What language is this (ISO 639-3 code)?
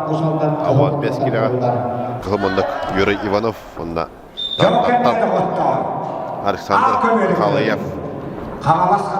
sah